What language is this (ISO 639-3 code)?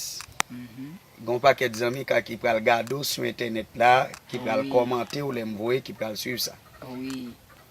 hat